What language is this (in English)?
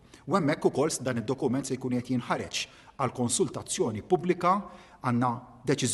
Maltese